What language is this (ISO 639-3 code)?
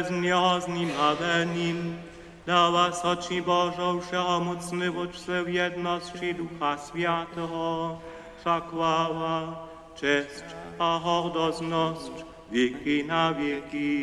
hsb